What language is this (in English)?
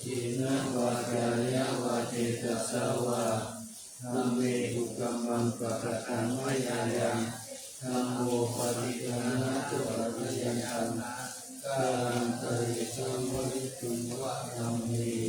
Pali